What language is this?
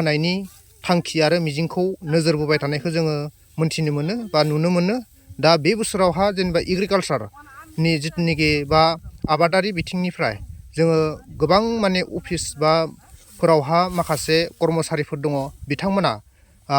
Bodo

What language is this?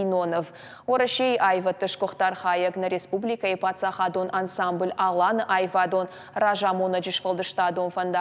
Ossetic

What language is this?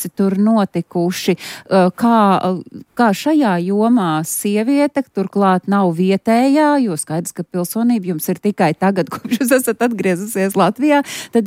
Latvian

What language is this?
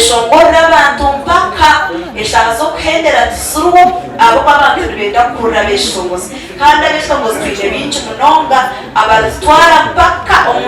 Nyankole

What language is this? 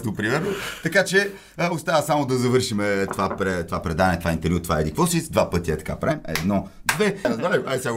Bulgarian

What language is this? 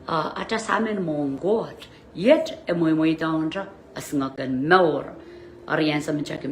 Pohnpeian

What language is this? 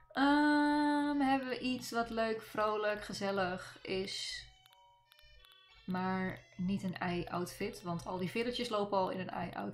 Dutch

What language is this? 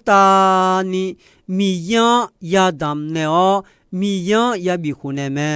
Akha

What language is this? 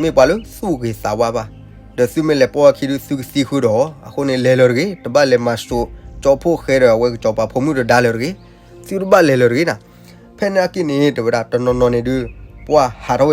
S'gaw Karen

